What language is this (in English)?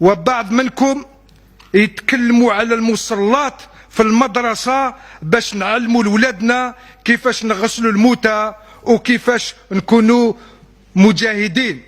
Algerian Arabic